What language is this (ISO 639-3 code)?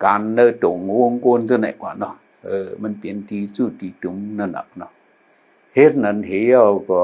shn